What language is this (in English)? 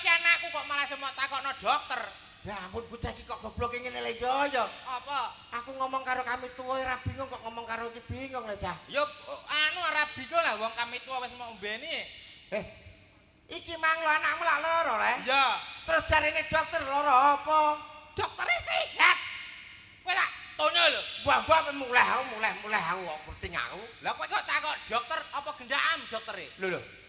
Javanese